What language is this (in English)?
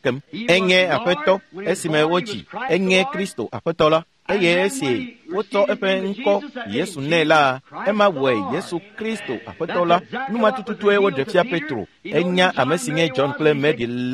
Ewe